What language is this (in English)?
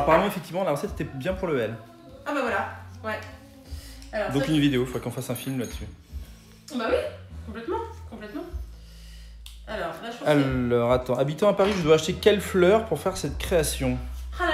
French